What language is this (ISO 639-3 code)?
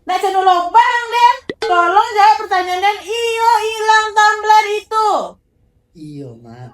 min